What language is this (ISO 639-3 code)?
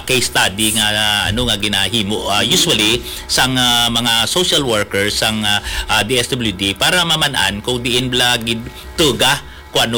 hil